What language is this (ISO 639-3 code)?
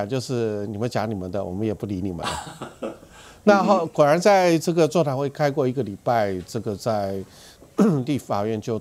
zho